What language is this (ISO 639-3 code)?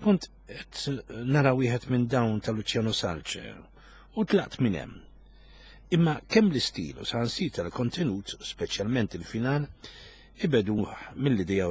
mlt